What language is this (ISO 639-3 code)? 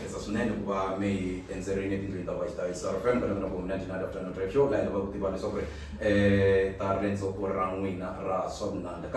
tso